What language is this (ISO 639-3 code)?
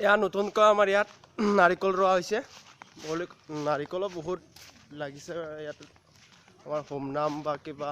asm